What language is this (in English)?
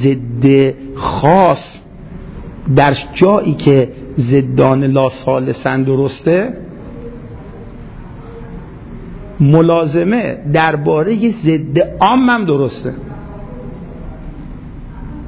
Persian